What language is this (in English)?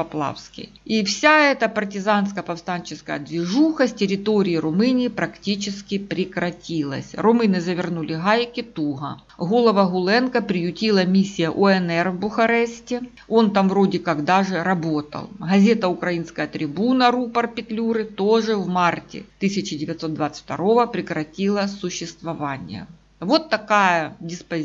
Russian